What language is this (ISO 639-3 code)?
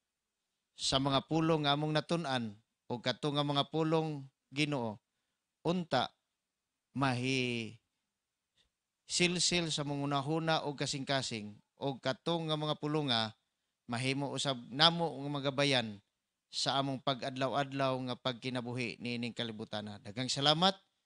ceb